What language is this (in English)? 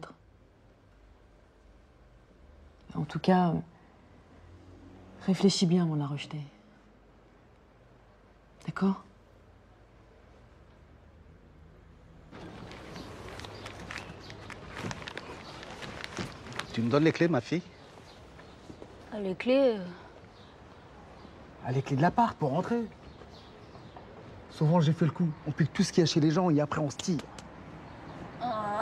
French